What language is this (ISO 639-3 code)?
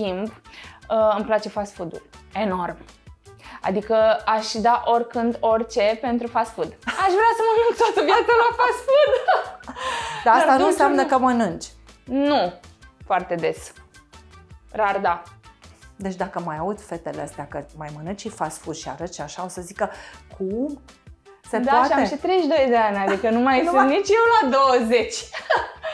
ron